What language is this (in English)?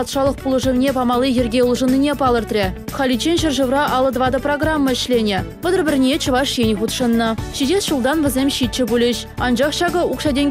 Chuvash